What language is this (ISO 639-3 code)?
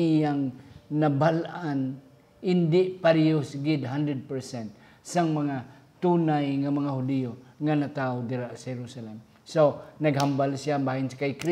hil